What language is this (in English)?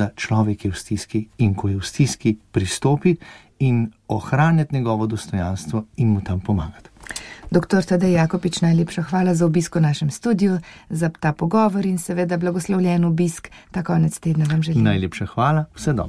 Slovenian